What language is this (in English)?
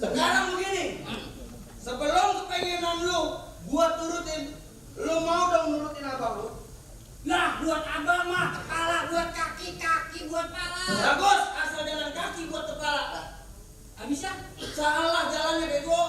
Betawi